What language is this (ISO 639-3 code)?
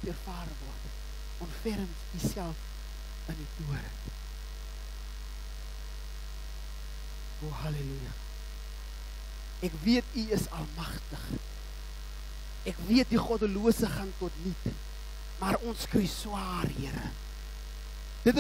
afr